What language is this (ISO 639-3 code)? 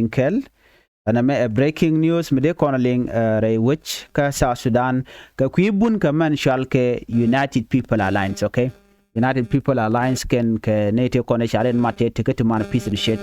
nus